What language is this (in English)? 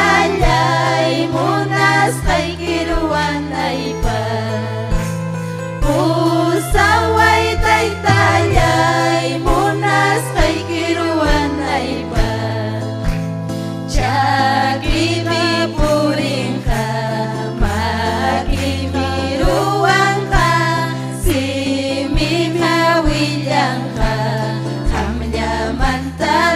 Ayacucho Quechua